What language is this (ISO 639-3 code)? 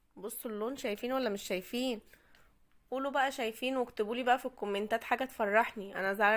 arz